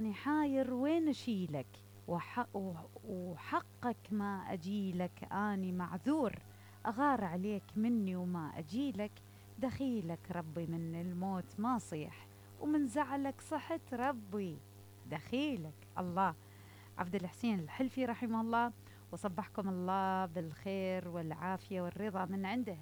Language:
Mesopotamian Arabic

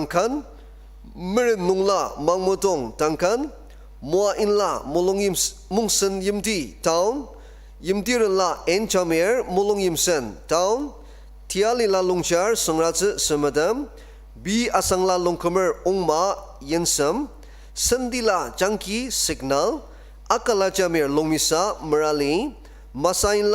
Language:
Ao Naga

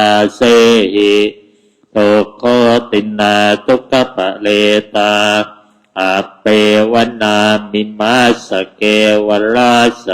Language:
Pali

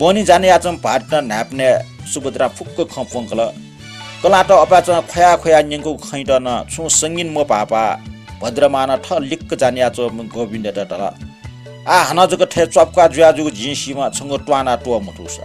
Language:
Newari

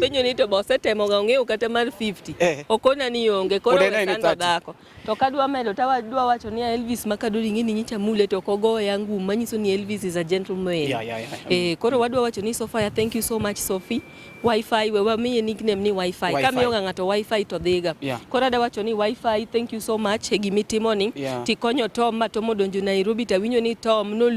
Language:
Luo (Kenya and Tanzania)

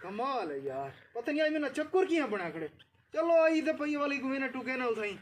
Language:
Saraiki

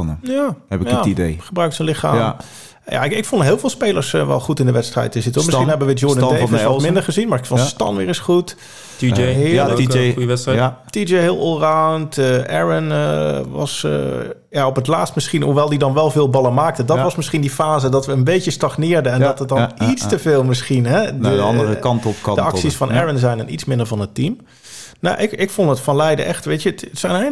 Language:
Dutch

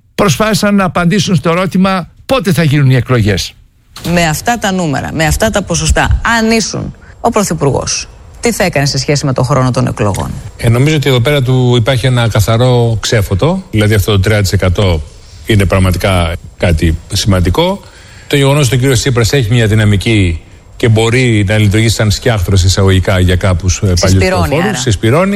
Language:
Greek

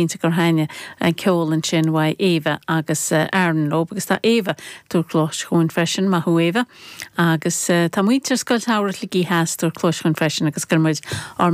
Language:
Irish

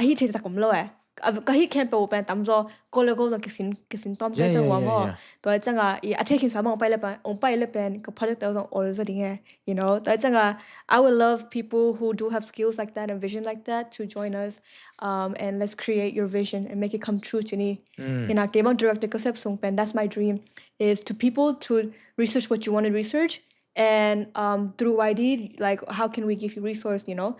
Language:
Tedim Chin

